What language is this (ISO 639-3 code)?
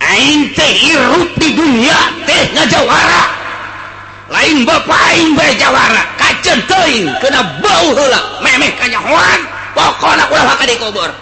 sun